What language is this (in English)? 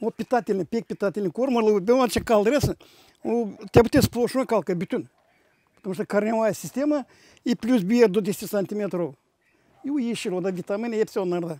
Gagauz